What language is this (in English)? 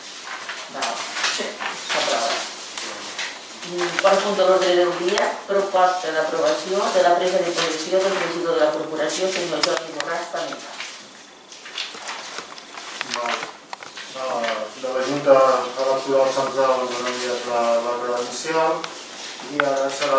Catalan